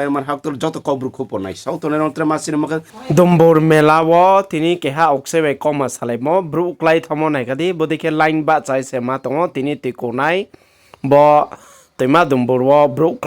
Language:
Riang (India)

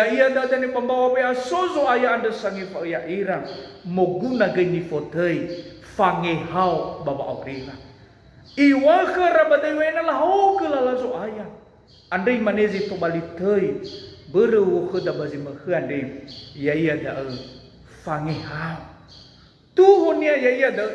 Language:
Nias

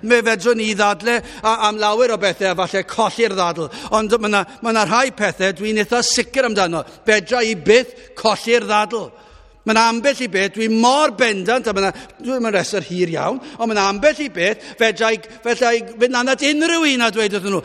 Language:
Welsh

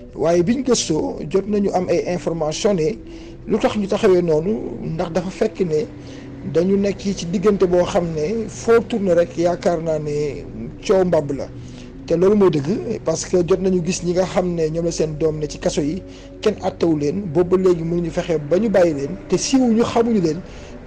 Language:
Wolof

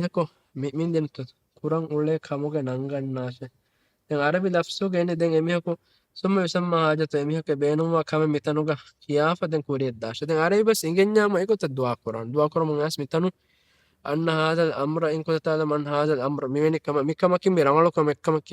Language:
Divehi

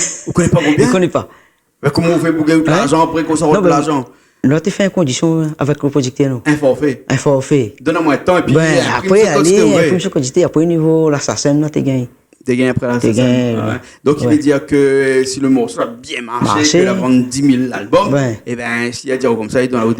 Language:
Réunion Creole French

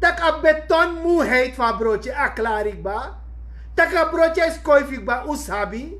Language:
Sranan Tongo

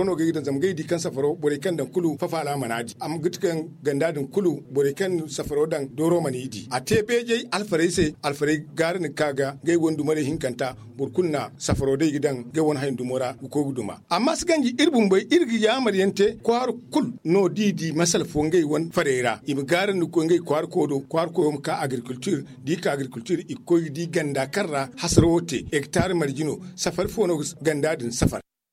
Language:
Zarma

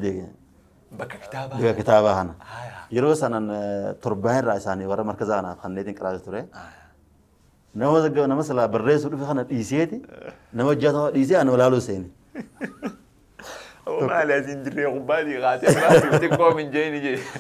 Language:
Oromo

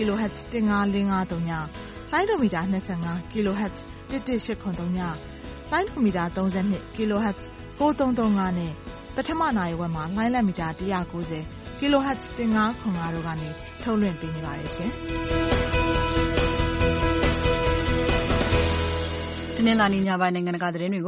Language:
Burmese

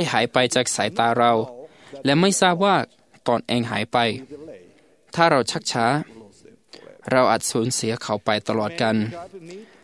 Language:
Thai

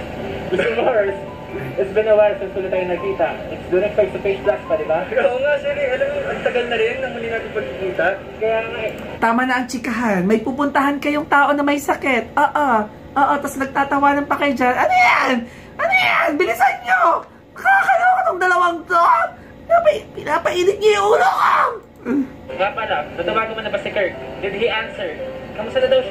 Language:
Filipino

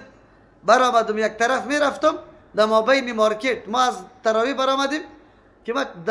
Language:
Persian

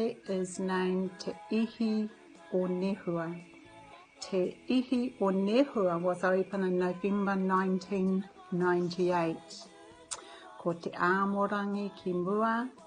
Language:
Māori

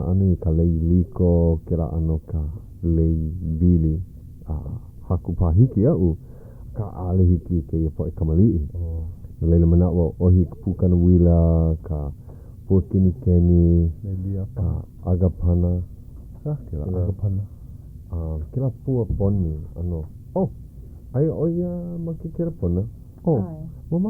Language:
Hawaiian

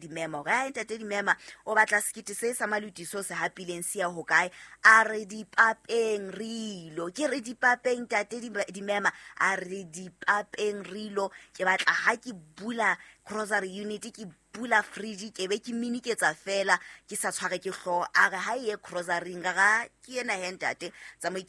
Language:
Southern Sotho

